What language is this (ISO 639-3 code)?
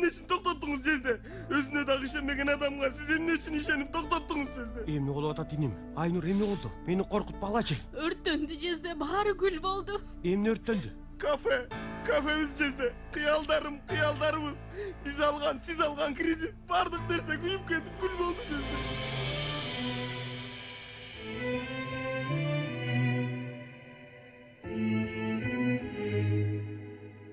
kir